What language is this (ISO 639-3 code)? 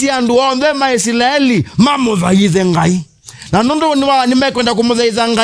kam